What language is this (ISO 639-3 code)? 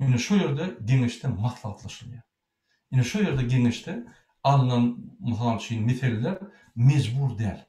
tuk